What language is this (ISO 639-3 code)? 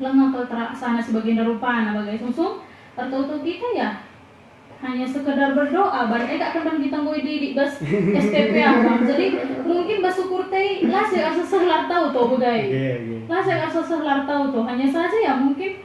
btx